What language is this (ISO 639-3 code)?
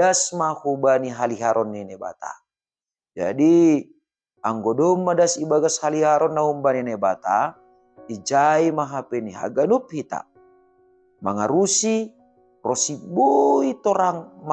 bts